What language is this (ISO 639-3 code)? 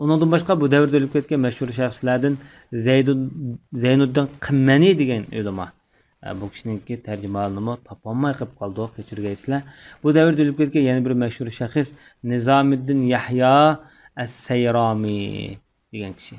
uig